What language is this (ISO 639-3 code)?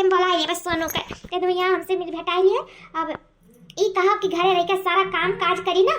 awa